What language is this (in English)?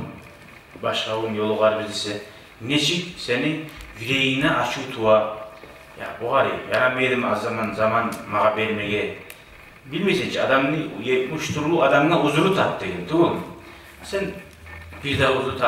Kumyk